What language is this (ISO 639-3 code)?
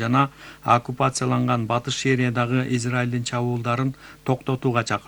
kir